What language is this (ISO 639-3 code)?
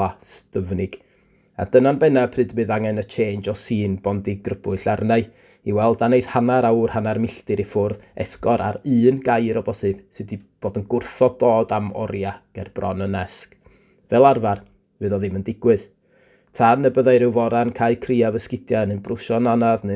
cym